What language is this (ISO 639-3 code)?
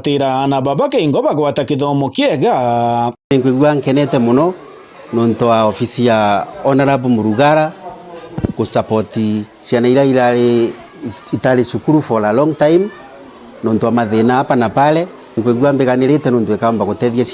mer